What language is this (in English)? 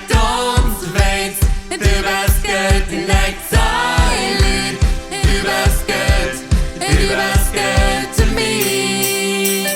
Plautdietsch